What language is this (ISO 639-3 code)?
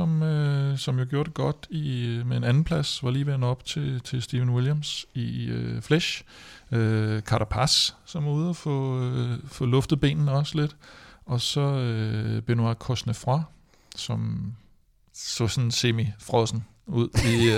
dan